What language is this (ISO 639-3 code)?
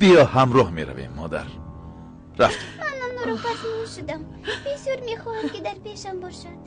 tgk